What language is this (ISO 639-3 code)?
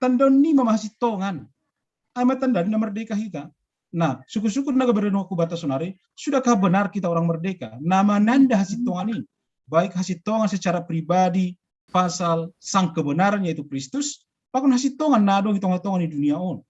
bts